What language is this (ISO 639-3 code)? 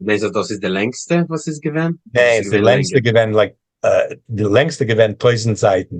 yid